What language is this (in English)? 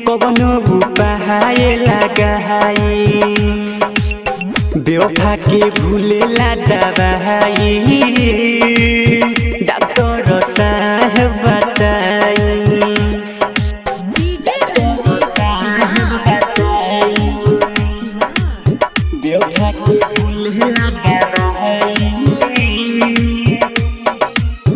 Bhojpuri